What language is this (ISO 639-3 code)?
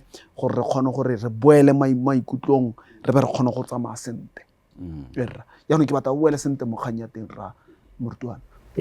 tsn